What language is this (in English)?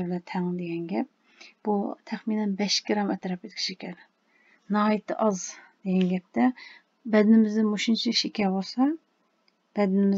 Uyghur